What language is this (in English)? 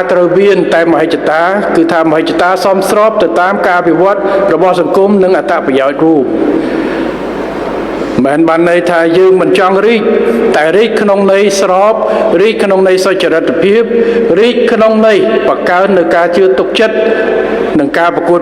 Khmer